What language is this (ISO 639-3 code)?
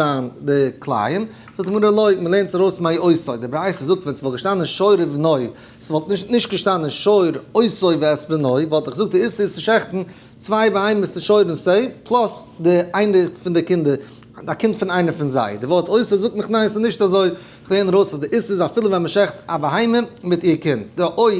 yid